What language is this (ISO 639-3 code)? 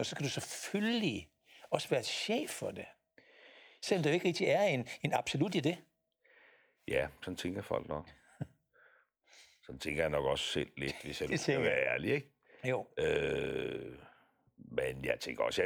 dan